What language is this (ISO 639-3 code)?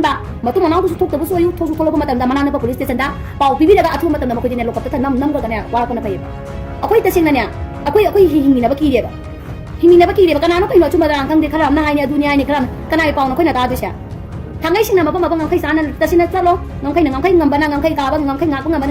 mni